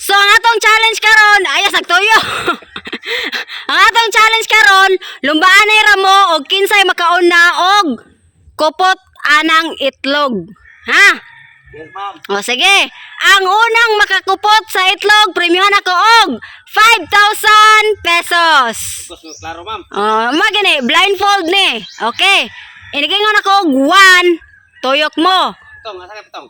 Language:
Cebuano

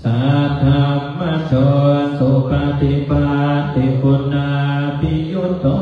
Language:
Pali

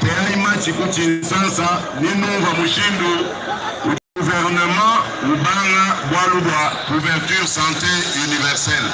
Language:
Luba-Lulua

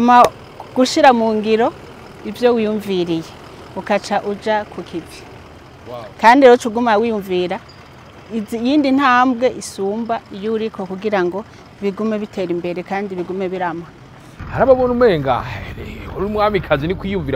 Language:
Rundi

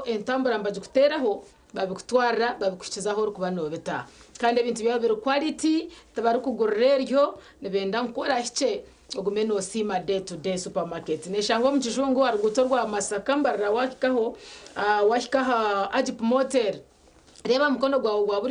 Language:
Nyankole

